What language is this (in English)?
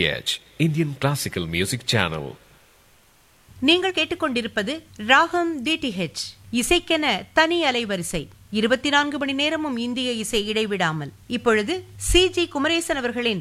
Tamil